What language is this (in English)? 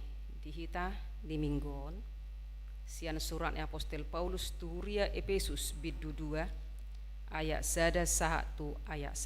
Batak Toba